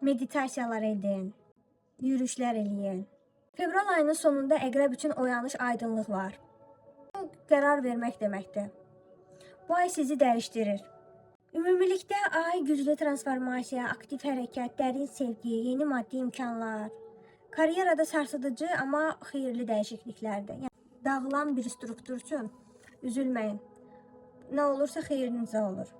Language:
Azerbaijani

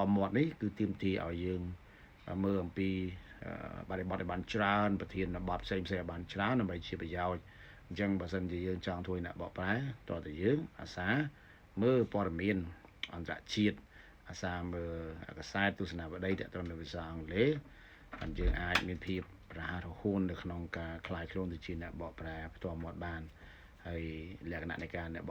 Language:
Khmer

